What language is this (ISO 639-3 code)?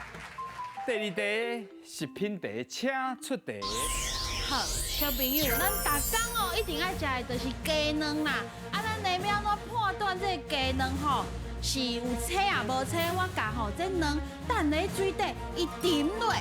nan